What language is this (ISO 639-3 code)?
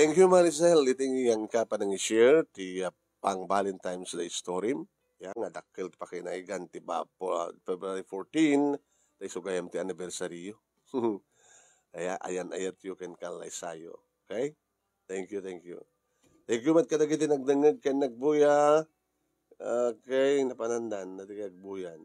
ilo